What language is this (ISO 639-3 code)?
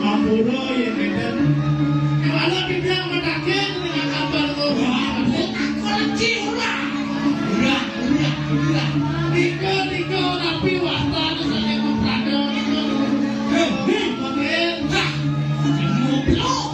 ban